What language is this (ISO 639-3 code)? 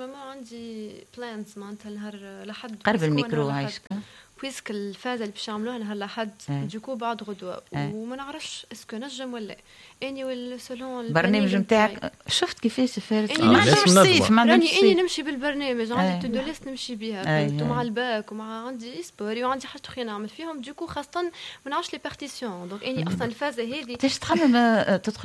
aeb